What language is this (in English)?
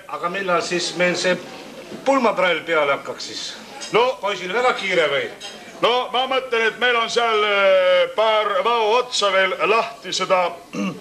Estonian